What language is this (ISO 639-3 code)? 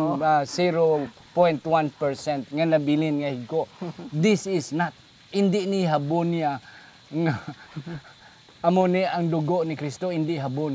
hil